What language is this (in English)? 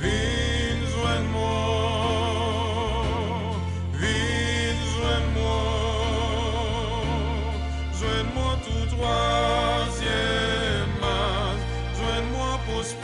Seselwa Creole French